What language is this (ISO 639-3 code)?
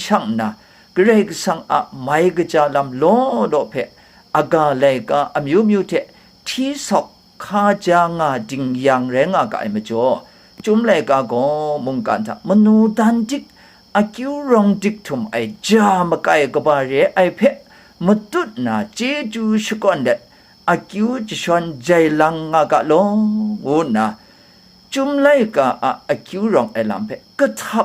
kac